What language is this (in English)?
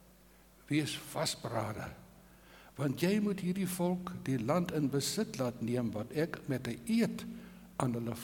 Afrikaans